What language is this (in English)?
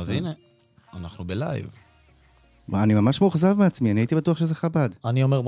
Hebrew